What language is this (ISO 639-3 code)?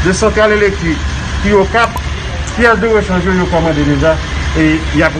hat